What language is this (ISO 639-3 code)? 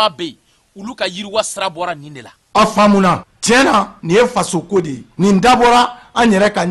bam